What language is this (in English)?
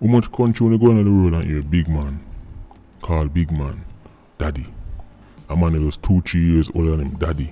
Jamaican Creole English